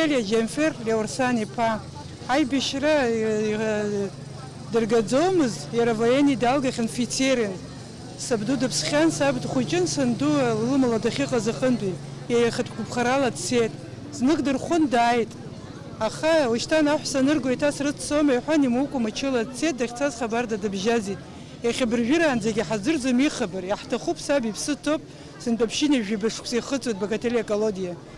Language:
Abkhazian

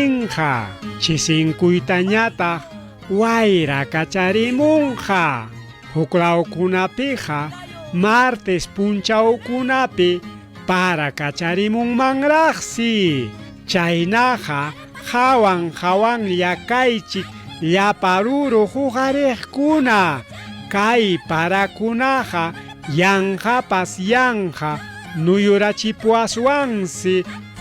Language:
Ayacucho Quechua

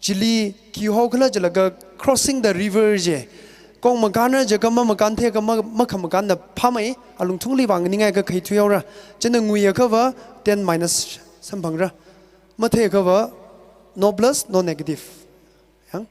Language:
Tangkhul Naga (India)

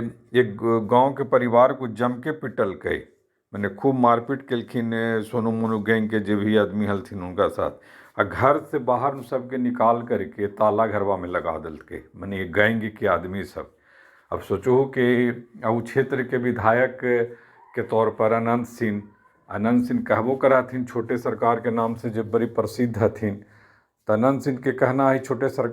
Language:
Magahi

